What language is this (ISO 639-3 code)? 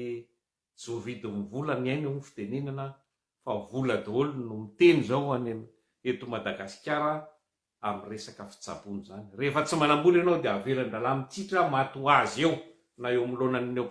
mlg